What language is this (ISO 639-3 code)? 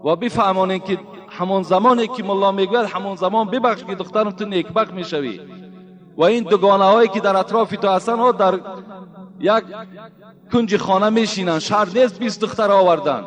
tgk